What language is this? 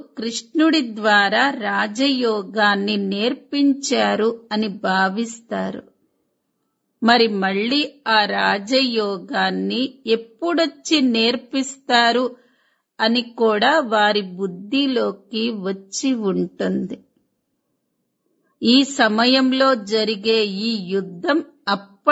Telugu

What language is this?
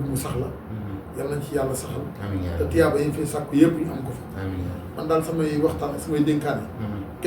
Wolof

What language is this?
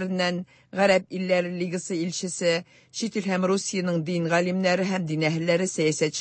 Tatar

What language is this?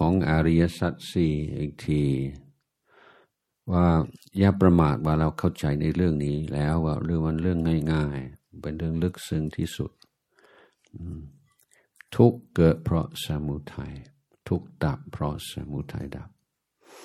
Thai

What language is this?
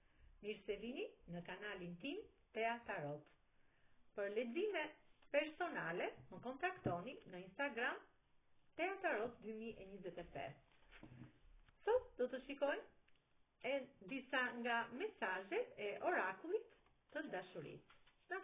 Albanian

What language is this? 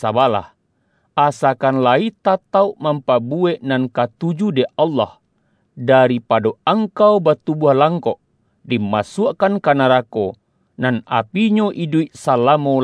Minangkabau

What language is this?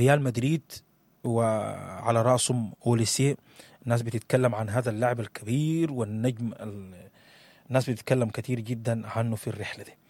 Sudanese Arabic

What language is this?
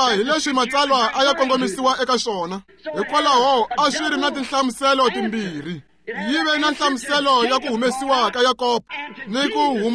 Tsonga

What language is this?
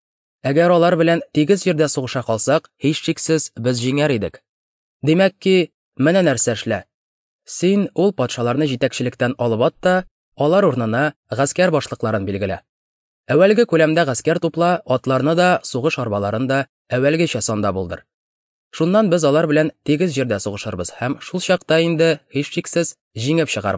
Tatar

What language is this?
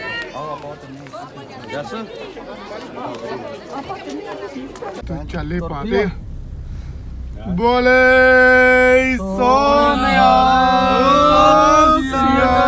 Punjabi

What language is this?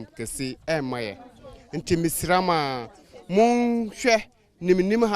Akan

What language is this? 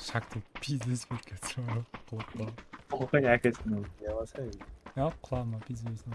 Kara-Kalpak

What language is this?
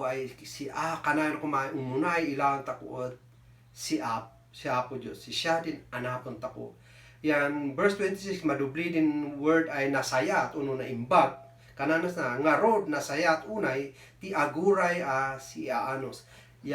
Kankanaey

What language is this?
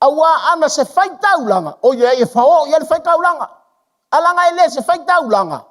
Samoan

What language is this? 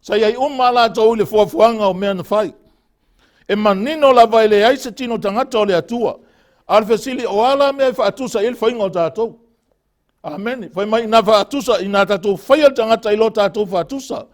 Samoan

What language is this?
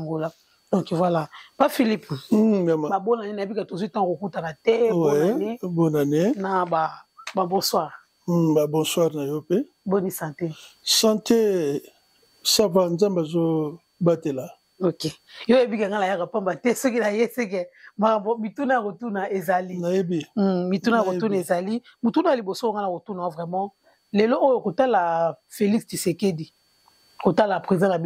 Lingala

